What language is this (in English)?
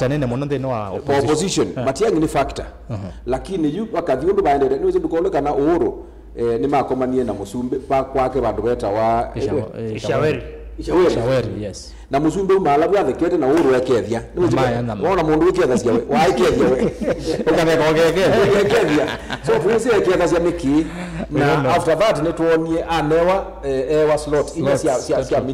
Kamba